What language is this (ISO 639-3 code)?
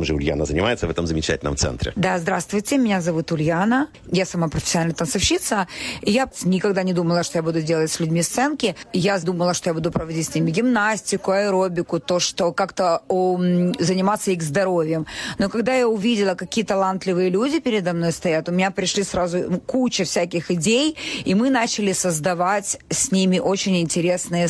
rus